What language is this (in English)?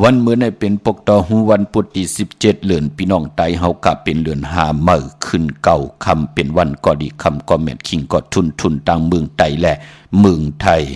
Shan